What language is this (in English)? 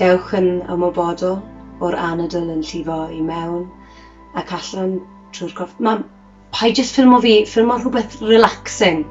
Welsh